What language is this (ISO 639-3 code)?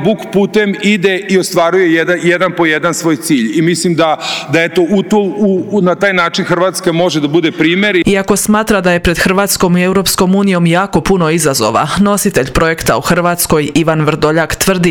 hrv